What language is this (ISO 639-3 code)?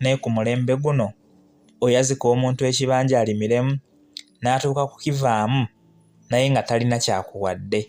lug